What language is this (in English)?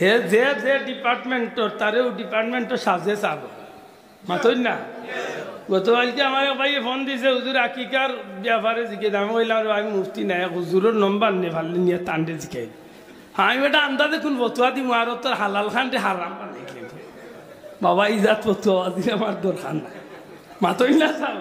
Sylheti